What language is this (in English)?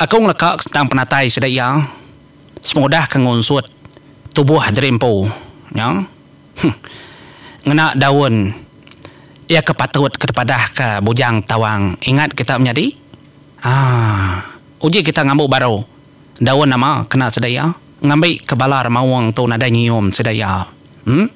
Iban